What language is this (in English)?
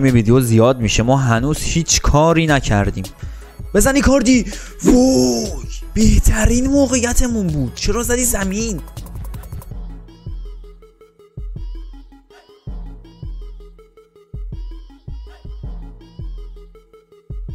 Persian